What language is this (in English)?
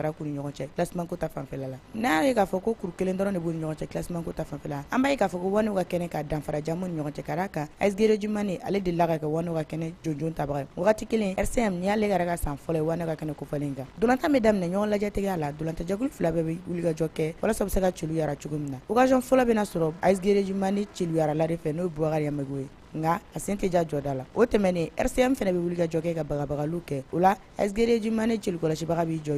Bambara